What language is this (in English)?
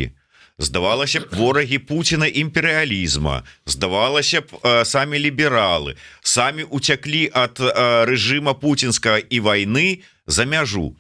Belarusian